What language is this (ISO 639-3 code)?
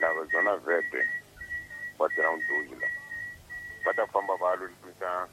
tso